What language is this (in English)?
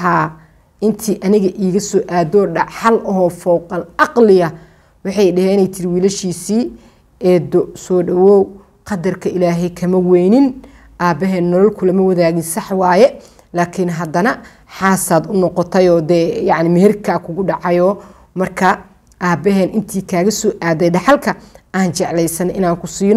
Somali